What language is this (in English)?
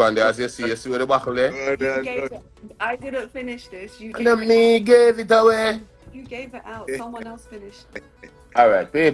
Jamaican Creole English